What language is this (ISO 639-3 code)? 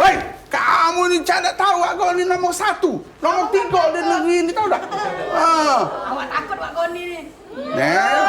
mui